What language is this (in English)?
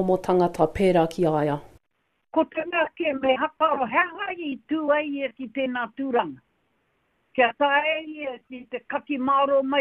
Māori